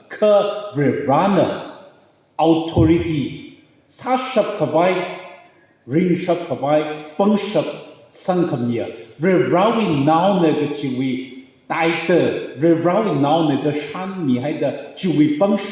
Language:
Tangkhul Naga (India)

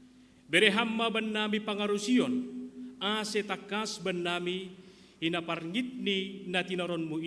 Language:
Batak Simalungun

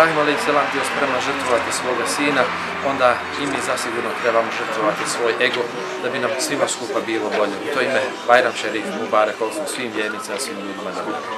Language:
Bosnian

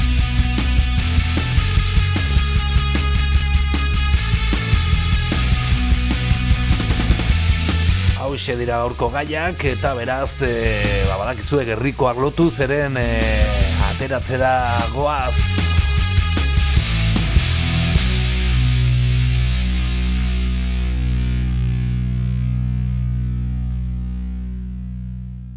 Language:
Basque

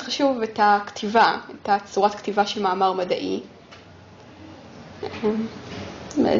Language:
Hebrew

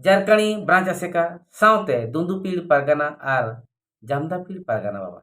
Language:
Santali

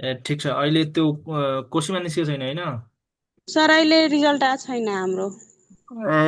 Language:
Nepali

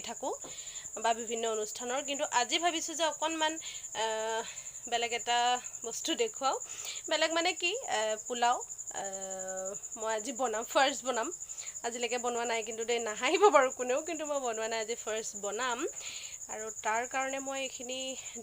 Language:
Assamese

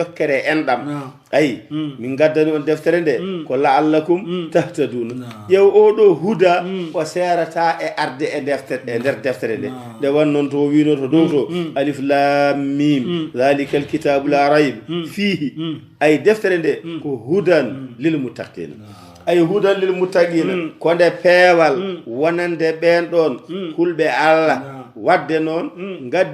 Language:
Fula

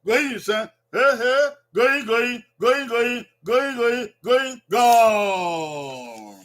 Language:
Bini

